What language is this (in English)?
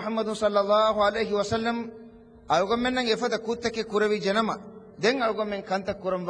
Divehi